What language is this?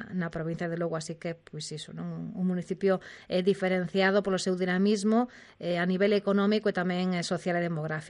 Galician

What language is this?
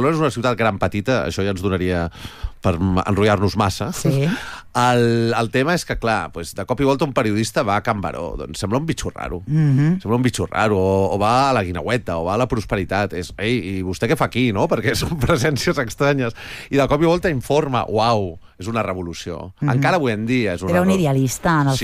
Catalan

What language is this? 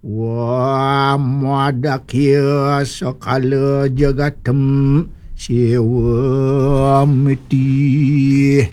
Balinese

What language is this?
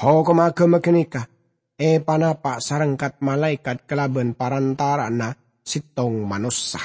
Madurese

